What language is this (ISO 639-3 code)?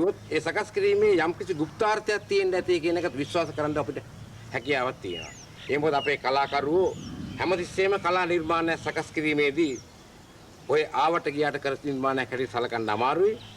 sin